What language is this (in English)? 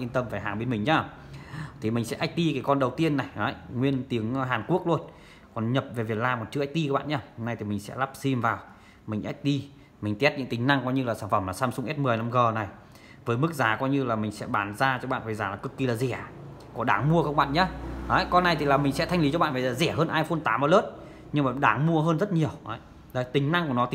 Vietnamese